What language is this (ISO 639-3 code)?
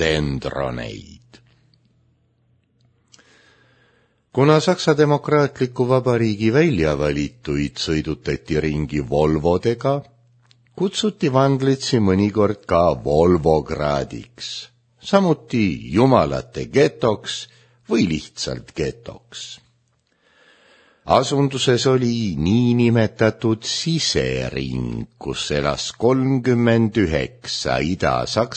est